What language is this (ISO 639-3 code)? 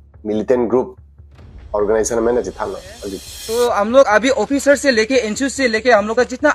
mjw